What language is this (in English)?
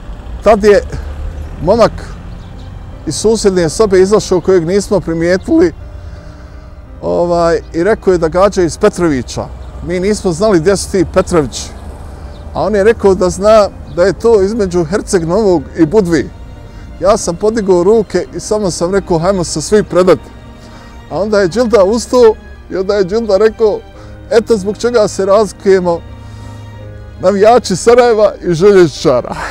Bosnian